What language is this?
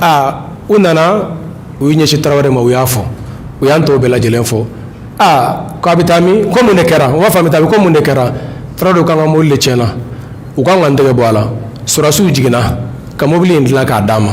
Bambara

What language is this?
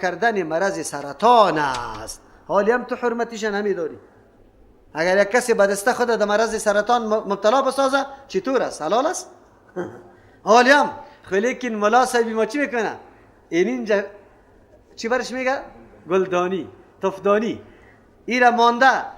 Persian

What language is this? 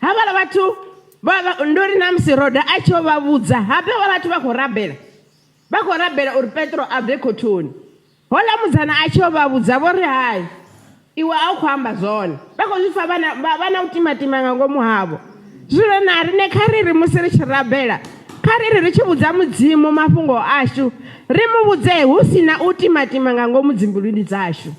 Venda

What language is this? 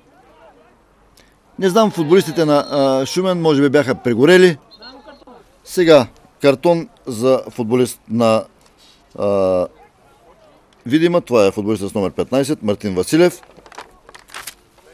Bulgarian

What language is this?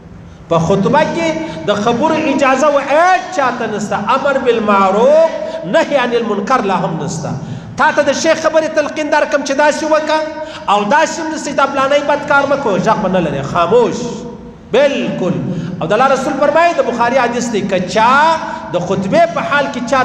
Pashto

